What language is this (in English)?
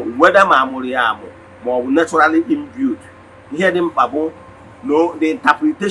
Igbo